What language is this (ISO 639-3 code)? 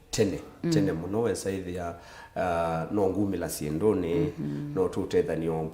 kam